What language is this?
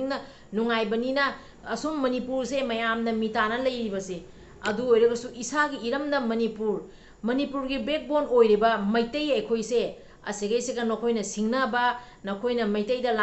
Manipuri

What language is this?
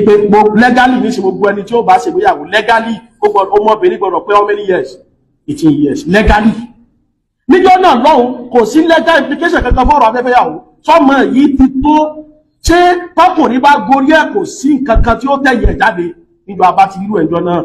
Yoruba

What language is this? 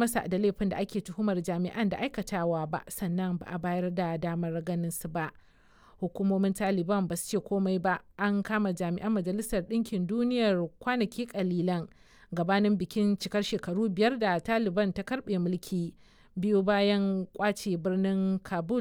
Hausa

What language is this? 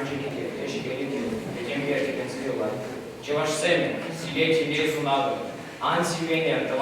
Chuvash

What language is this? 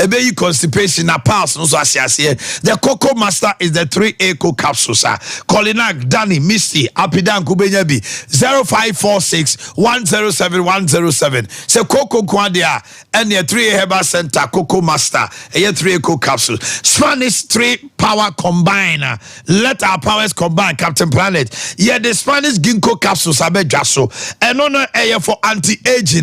Akan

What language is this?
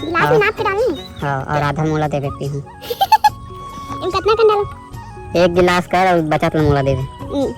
Chhattisgarhi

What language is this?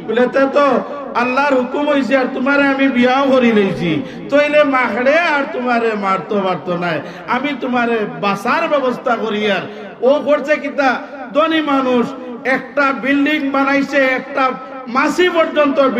Sylheti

